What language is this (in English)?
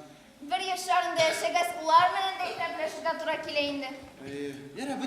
Bashkir